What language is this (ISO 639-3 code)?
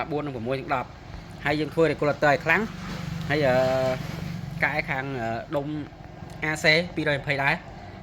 khm